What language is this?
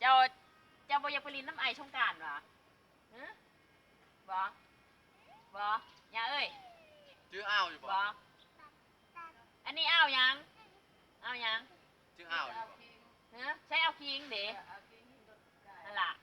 Lao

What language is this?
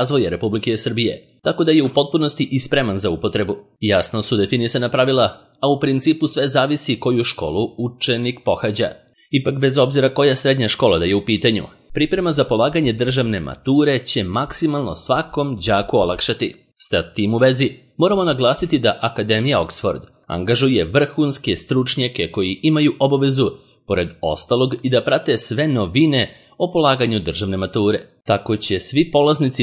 Serbian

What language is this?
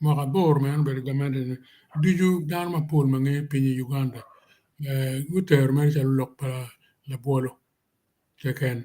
Acoli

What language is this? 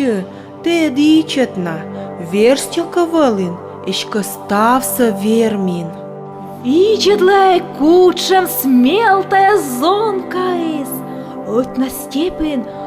Komi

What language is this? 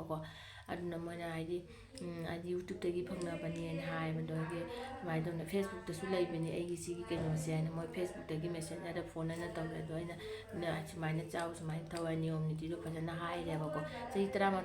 Manipuri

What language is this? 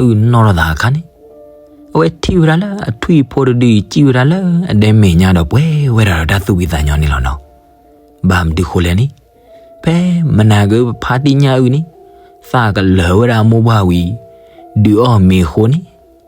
S'gaw Karen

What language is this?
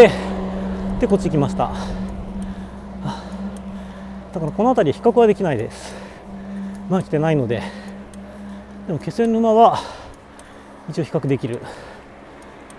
Japanese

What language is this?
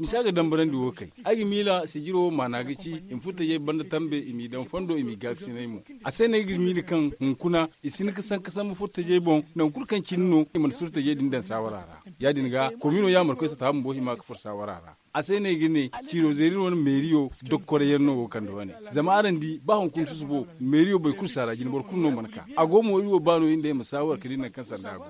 Zarma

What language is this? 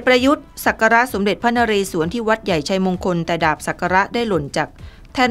Thai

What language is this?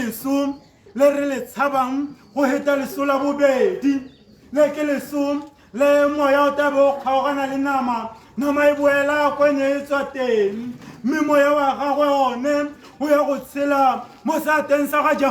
Tswana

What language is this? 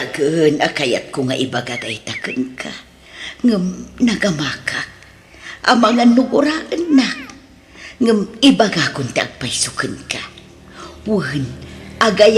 Iloko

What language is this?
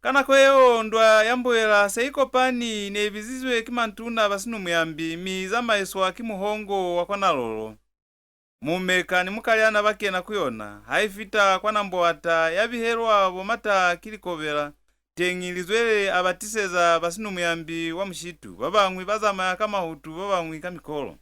Lozi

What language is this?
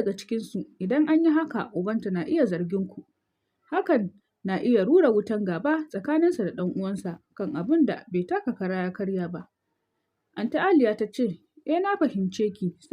Hausa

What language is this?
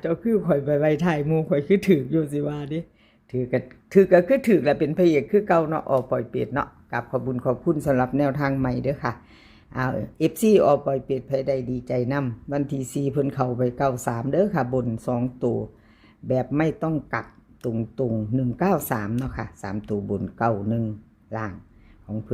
Northeastern Thai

